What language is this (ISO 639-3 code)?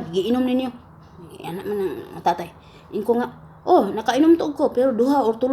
ceb